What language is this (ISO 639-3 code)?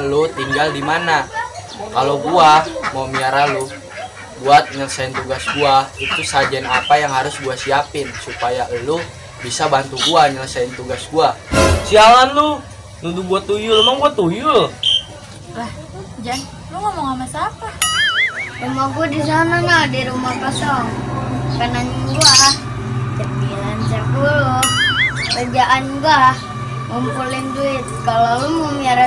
bew